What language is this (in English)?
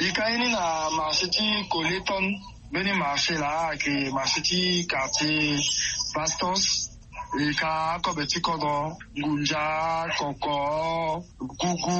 Sango